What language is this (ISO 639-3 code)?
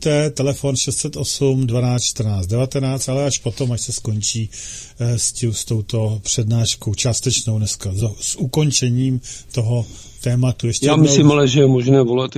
ces